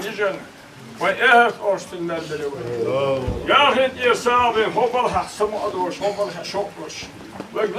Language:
Chechen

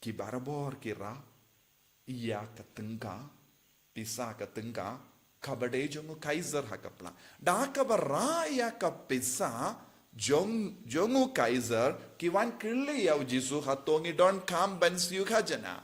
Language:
Khasi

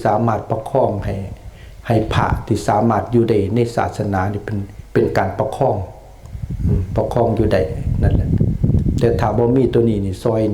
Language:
Lao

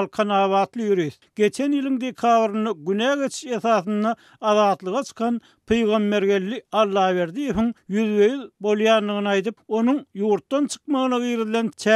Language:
Turkmen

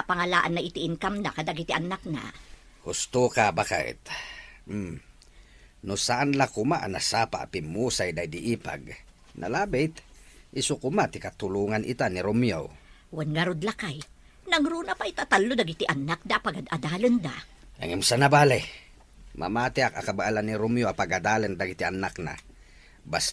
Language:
Iloko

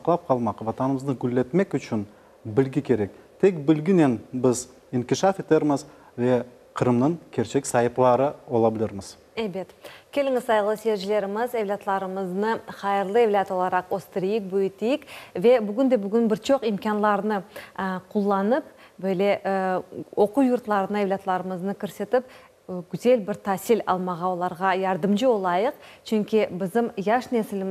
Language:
Crimean Tatar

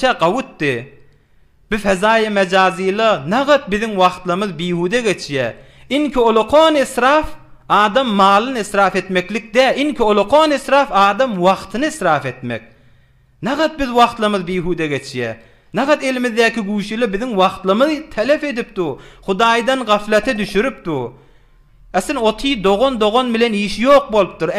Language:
Turkmen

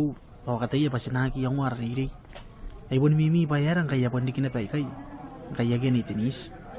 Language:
Gilbertese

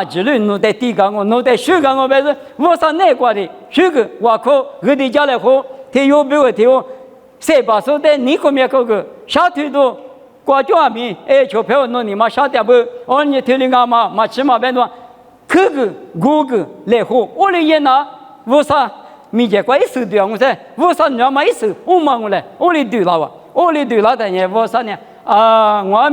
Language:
Lisu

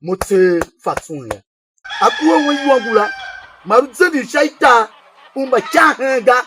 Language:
Tiv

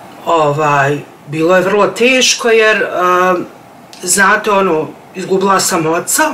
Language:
Bosnian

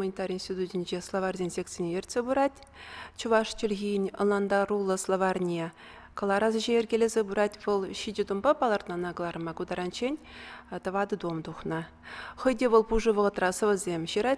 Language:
Chuvash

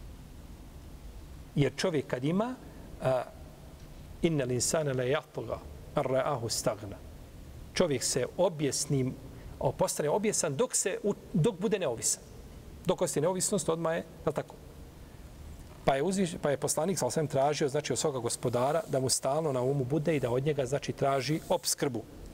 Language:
Bosnian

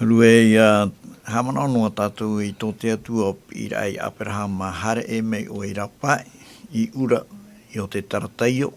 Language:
Tahitian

